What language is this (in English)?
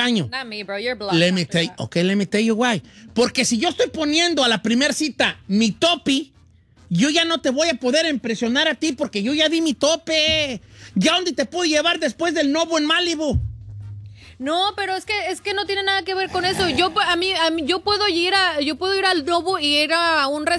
Spanish